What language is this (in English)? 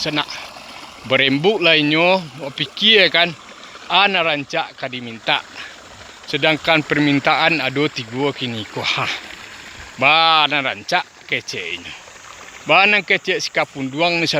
Minangkabau